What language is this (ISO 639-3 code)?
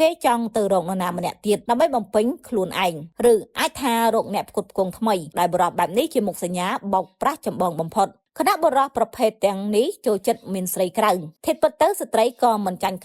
khm